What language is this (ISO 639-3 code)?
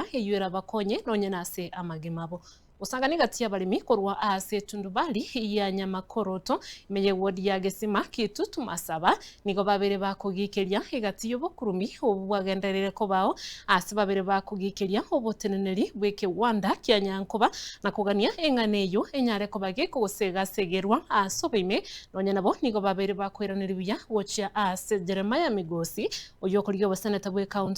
guz